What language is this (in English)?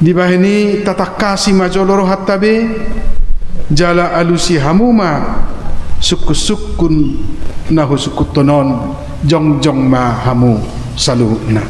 Batak Toba